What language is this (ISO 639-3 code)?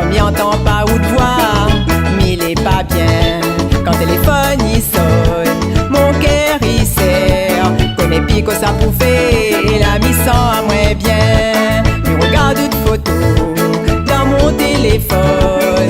rcf